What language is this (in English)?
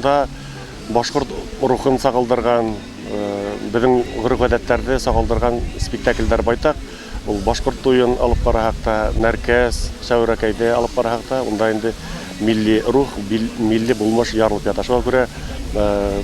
Bashkir